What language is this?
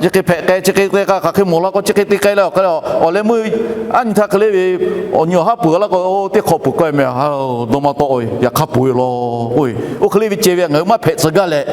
Lahu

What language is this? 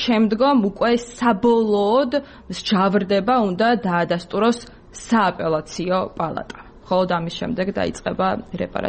Georgian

